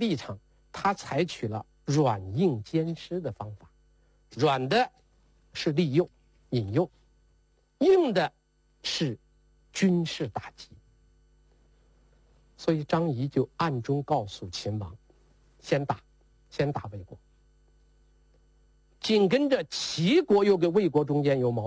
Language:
Chinese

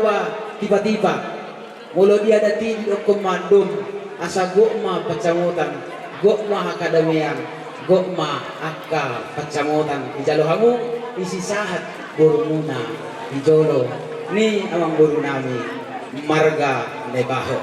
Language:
Batak Toba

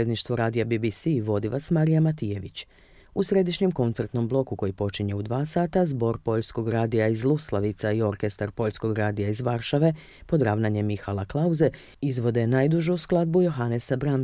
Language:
Croatian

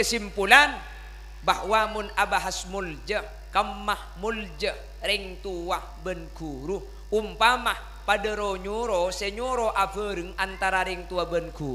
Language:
Madurese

